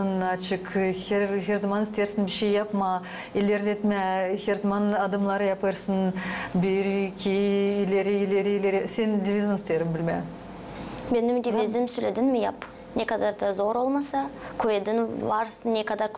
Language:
Gagauz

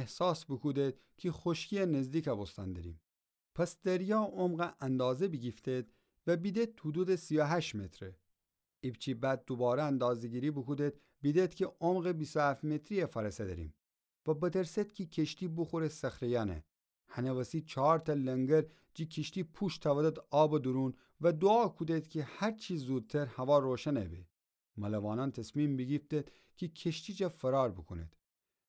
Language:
Gilaki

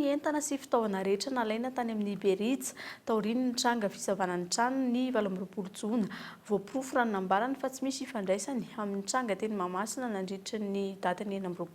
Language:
Malagasy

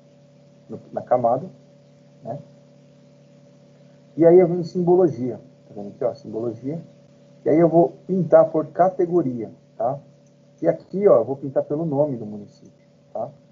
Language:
Portuguese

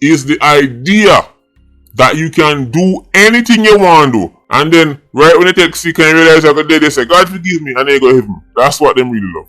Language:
Jamaican Creole English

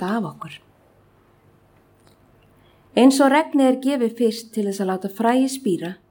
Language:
Icelandic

